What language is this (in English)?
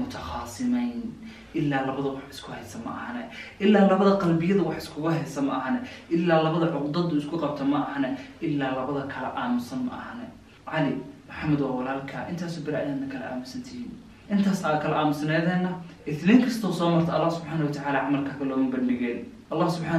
Somali